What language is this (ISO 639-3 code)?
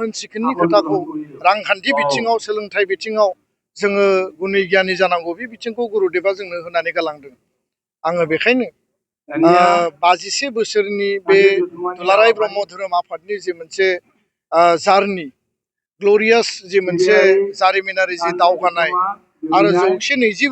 brx